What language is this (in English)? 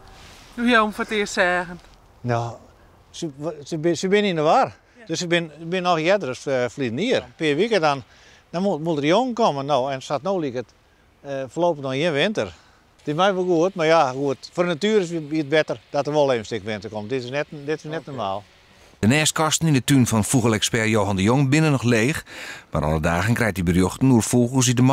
Western Frisian